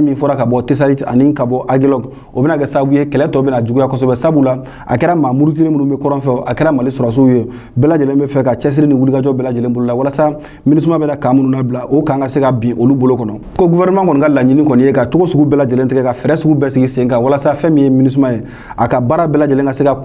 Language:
Bambara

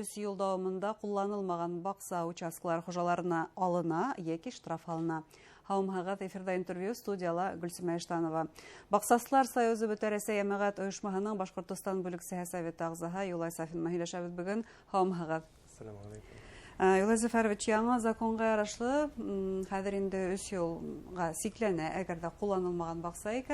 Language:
Bashkir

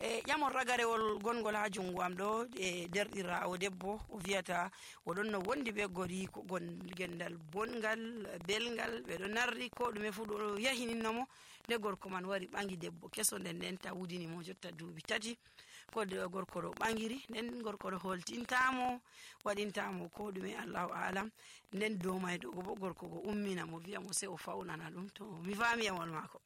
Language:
Nigerian Fulfulde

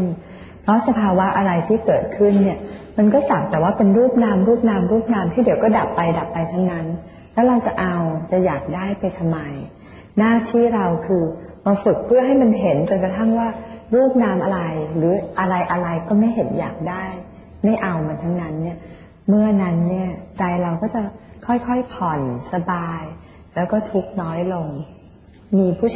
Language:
Thai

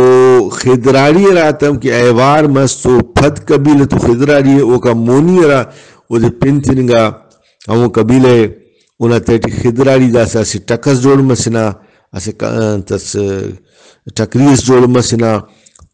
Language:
Brahui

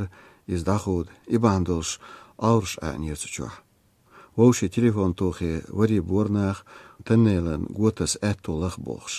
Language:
Chechen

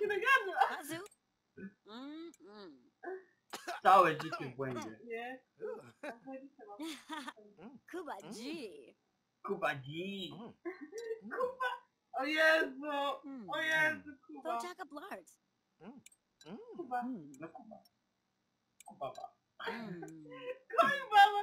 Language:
Polish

